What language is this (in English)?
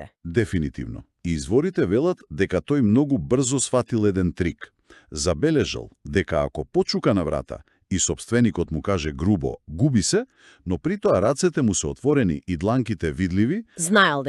Macedonian